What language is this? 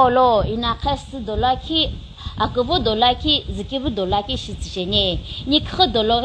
Sumi Naga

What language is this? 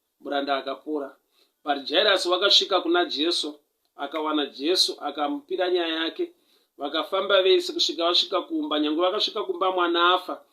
Shona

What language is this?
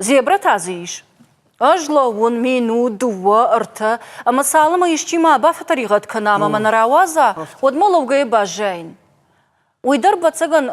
Ossetic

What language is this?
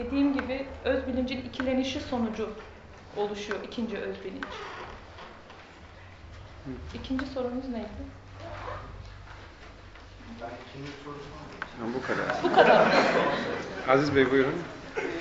Turkish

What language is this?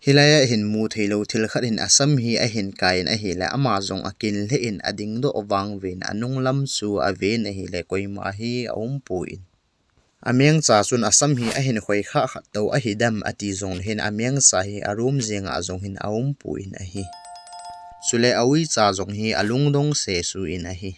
Thado Chin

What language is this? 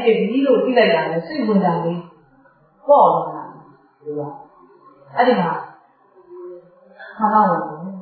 Burmese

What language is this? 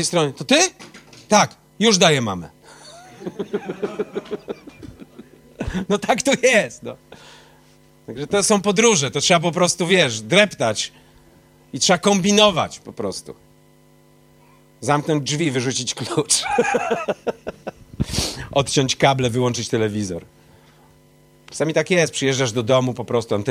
Polish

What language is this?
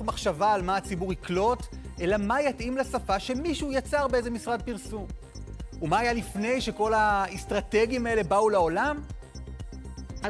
Hebrew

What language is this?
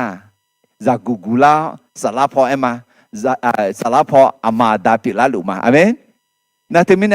Akha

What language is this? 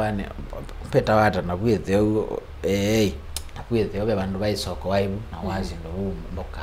Kamba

